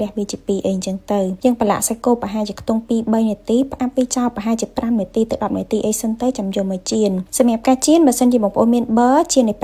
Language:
Khmer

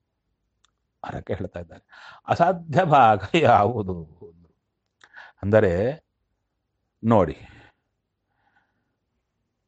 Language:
Kannada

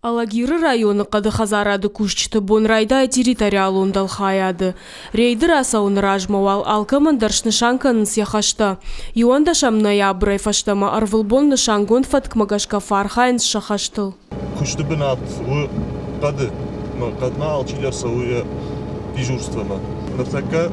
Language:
Ossetic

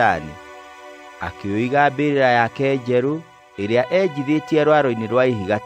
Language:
Kikuyu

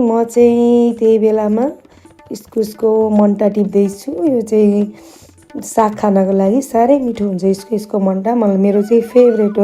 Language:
Nepali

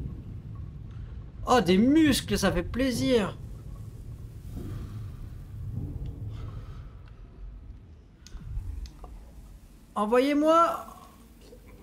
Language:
French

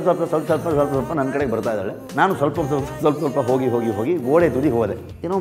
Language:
Kannada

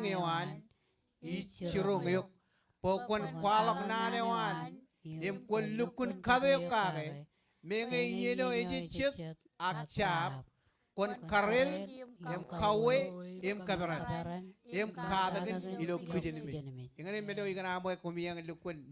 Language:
Marshallese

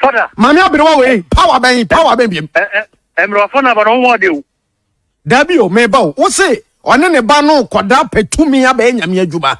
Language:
Akan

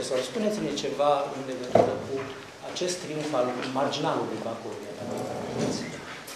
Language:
Romanian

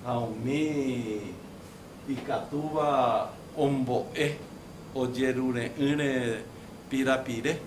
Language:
Guarani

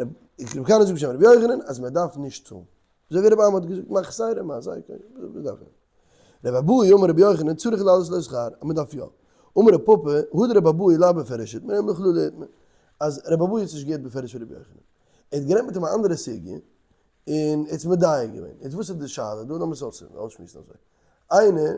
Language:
Yiddish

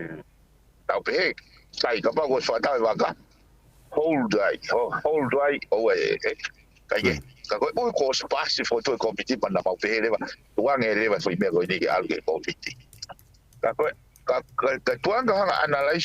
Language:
Tongan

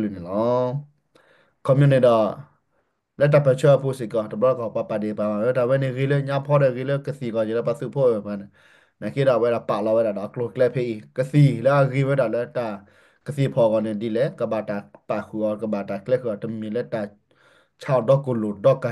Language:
S'gaw Karen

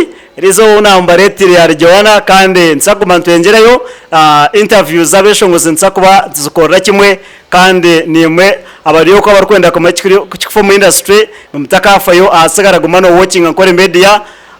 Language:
Nyankole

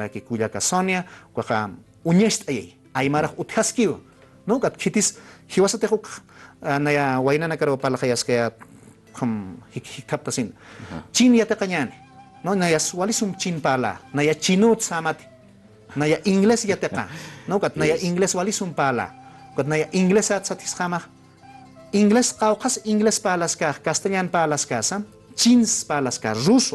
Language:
Aymara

